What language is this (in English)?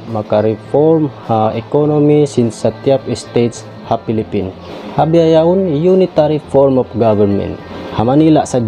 Tausug